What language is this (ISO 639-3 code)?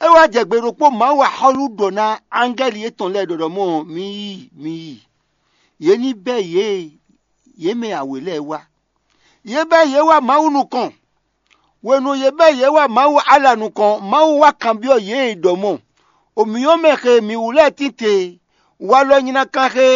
fon